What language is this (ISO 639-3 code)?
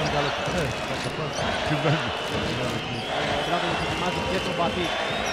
ell